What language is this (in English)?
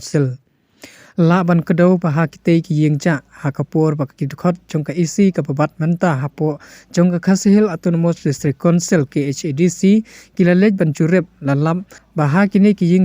Khasi